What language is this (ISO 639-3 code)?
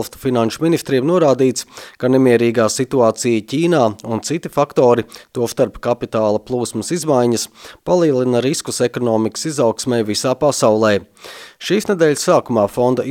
lav